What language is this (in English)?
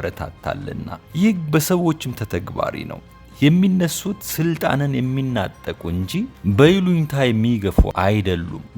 Amharic